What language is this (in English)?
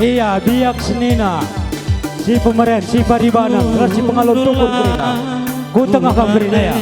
Batak Karo